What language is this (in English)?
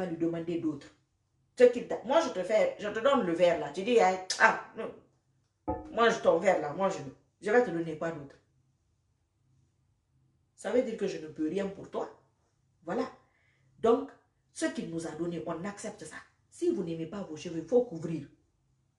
French